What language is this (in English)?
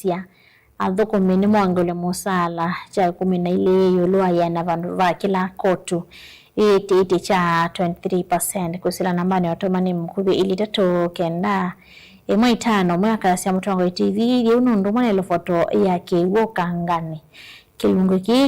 Kamba